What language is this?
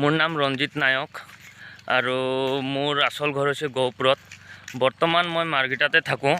Assamese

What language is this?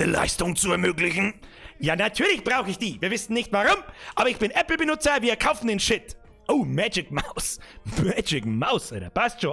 Bavarian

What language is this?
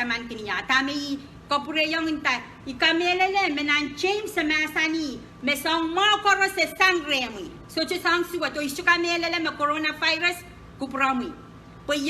Pohnpeian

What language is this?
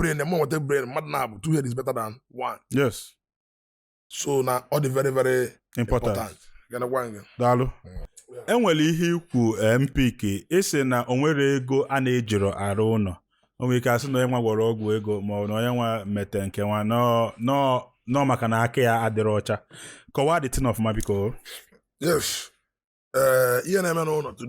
Igbo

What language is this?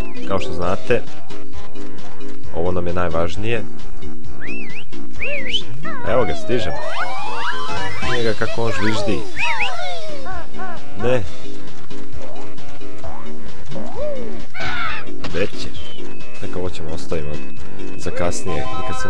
Croatian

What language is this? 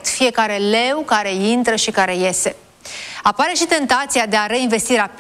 Romanian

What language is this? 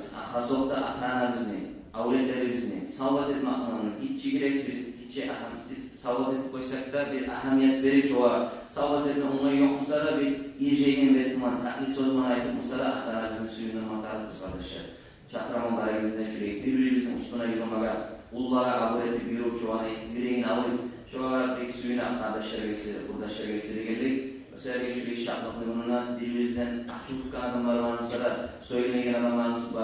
Kumyk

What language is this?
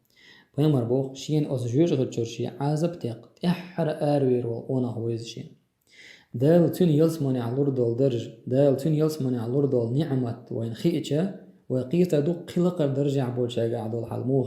Chechen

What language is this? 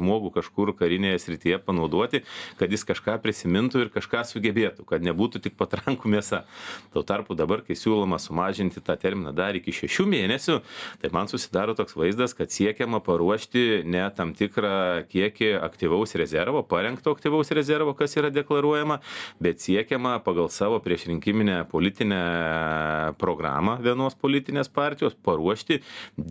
Lithuanian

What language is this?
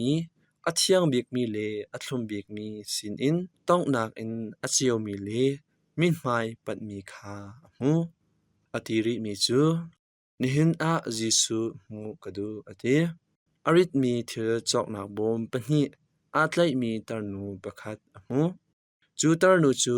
Hakha Chin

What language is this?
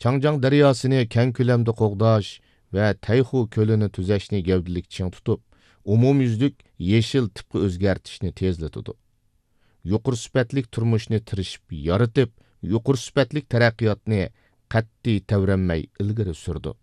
Uyghur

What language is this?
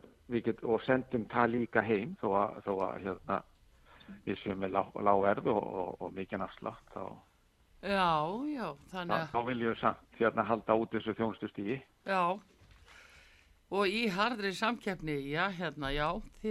Icelandic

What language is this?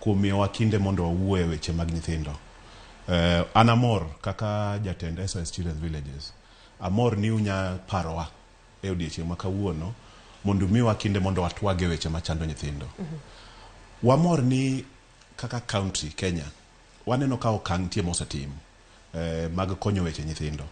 Luo (Kenya and Tanzania)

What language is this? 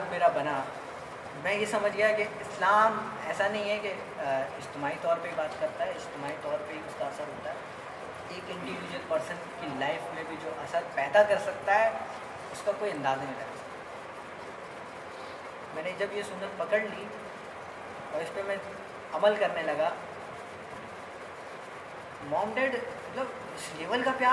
Urdu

